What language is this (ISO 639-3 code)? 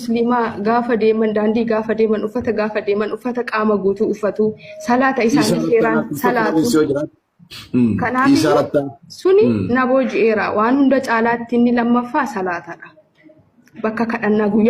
orm